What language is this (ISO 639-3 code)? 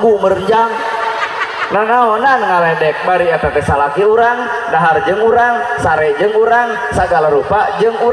sun